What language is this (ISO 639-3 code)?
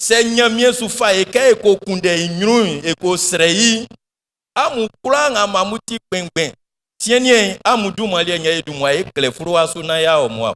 bci